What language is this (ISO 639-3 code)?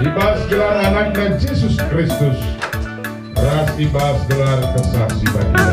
btx